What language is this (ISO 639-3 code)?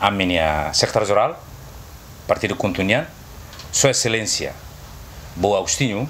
tet